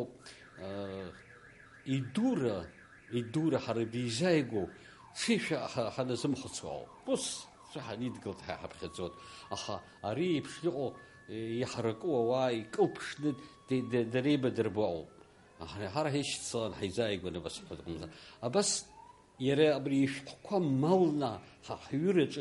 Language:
Abkhazian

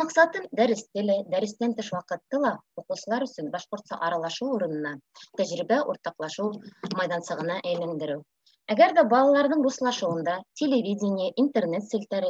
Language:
Bashkir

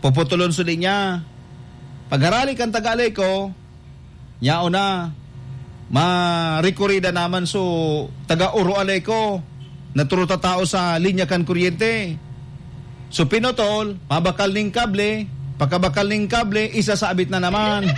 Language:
Bikol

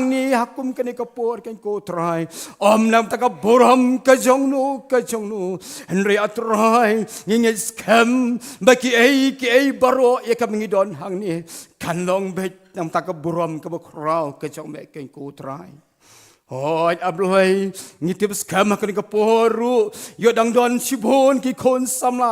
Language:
Khasi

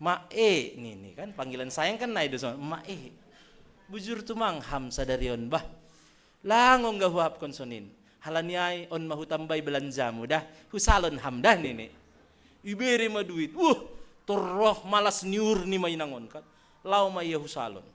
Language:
Batak Simalungun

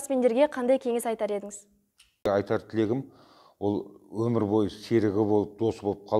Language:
Kazakh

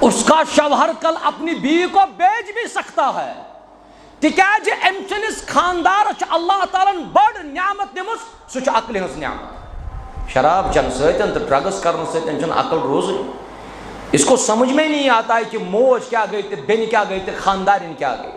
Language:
Kashmiri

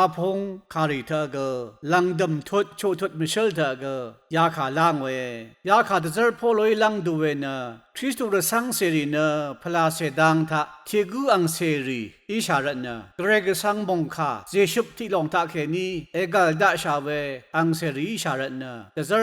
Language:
Rawang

